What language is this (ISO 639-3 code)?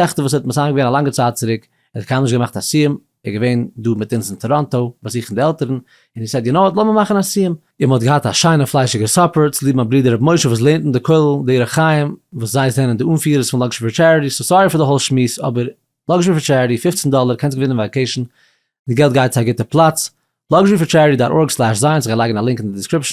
yid